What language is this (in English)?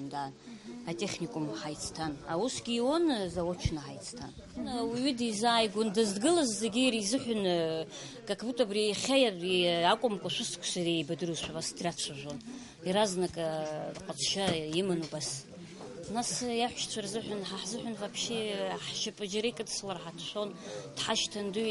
Abkhazian